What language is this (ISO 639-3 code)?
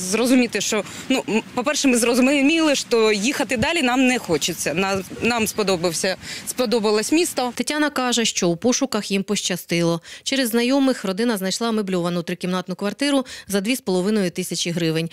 ukr